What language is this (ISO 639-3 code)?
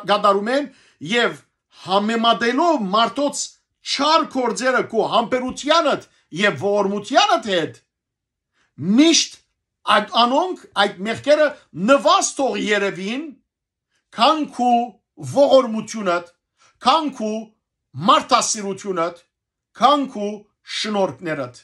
hyw